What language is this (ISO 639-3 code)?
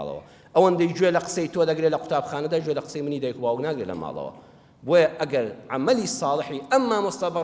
ckb